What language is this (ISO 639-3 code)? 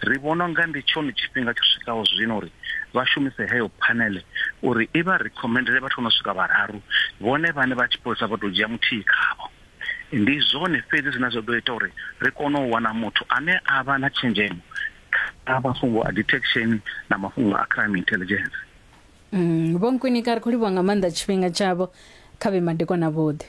ven